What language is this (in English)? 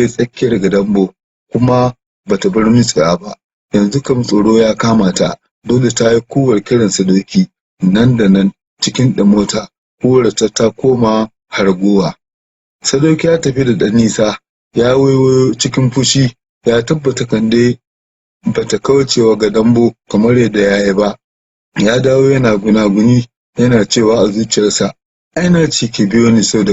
Hausa